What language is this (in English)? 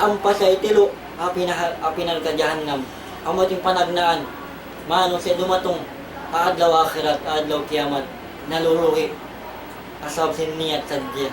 Tausug